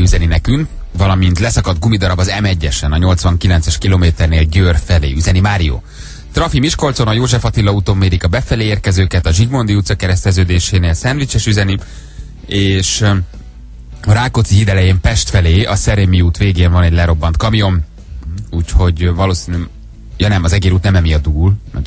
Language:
Hungarian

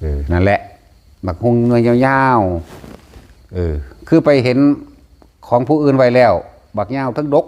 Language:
Northeastern Thai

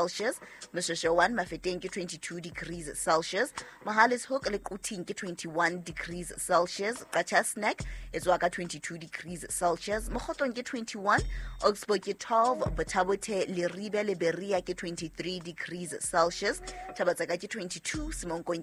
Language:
Southern Sotho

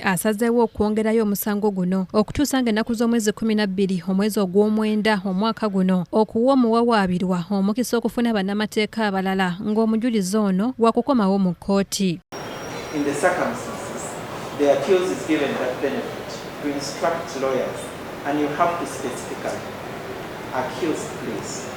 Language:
Ganda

